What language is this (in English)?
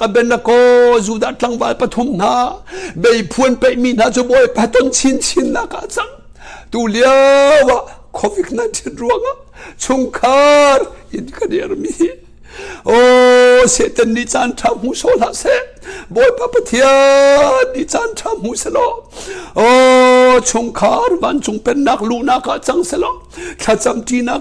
Hakha Chin